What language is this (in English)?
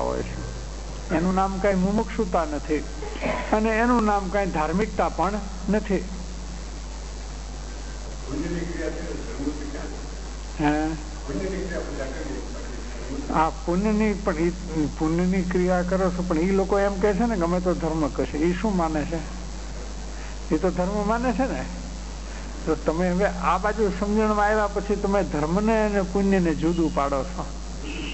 Gujarati